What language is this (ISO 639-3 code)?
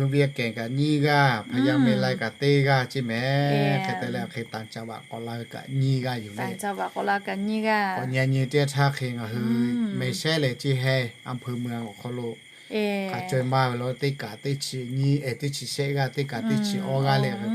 lhu